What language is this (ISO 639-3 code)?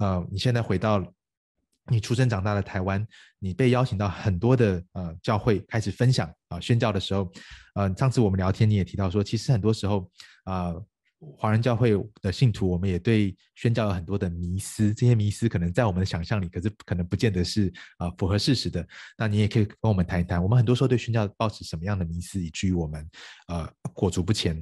zho